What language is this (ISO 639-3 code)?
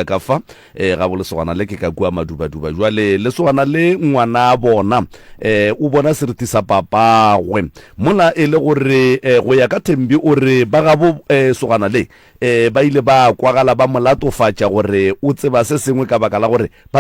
nso